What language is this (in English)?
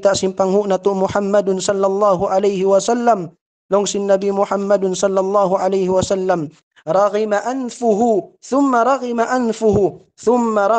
Tausug